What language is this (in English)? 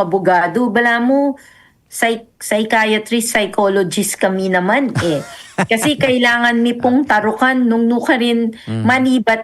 Pampanga